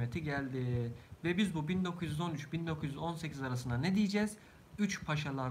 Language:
Turkish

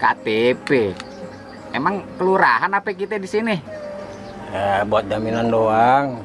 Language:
Betawi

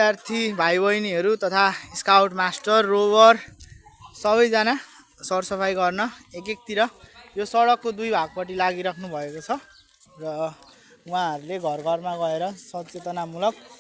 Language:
Nepali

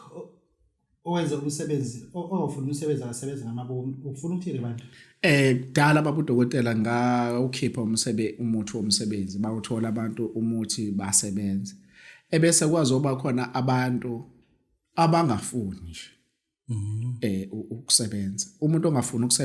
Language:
Zulu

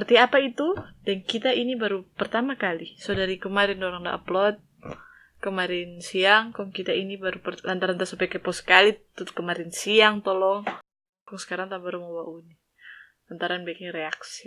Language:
Manado Malay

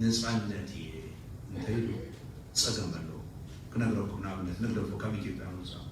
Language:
Tigrinya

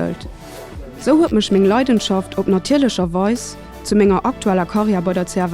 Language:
Luxembourgish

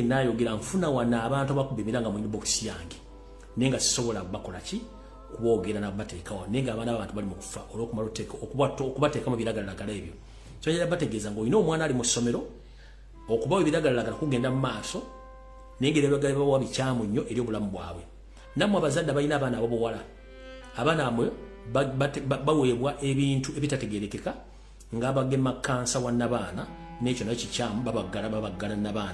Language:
Ganda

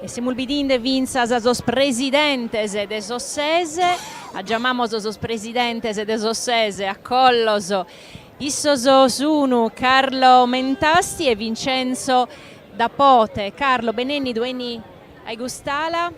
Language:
Sardinian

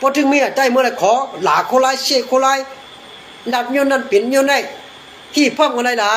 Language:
Shan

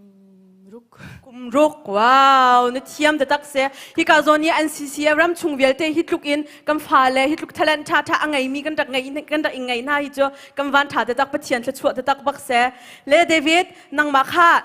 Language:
Hakha Chin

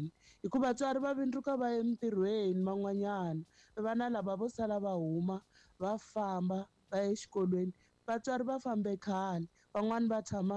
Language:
Tsonga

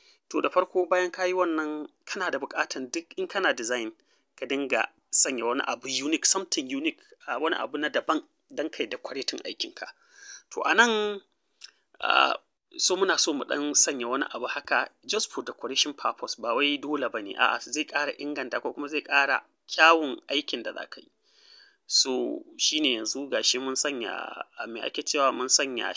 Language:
Hausa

